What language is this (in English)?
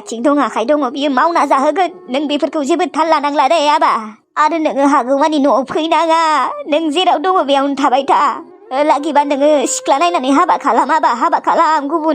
Bodo